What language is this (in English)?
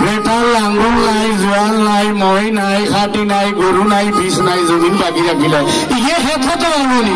Sylheti